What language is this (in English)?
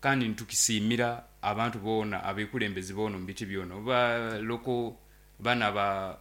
Nyoro